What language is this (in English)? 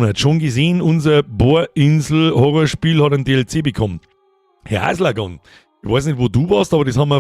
Bavarian